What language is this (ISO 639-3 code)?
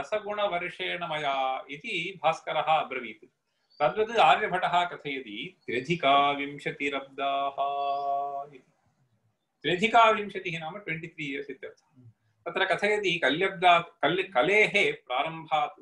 san